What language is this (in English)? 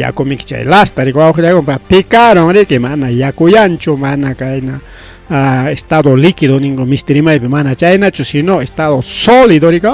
Ayacucho Quechua